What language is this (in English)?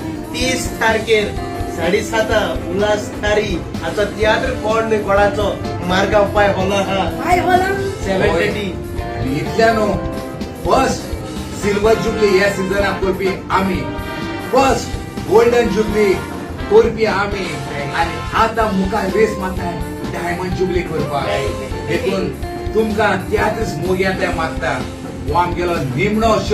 Konkani